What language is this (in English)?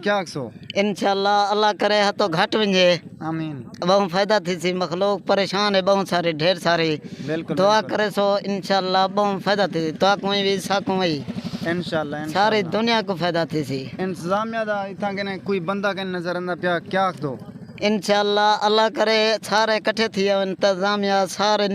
Saraiki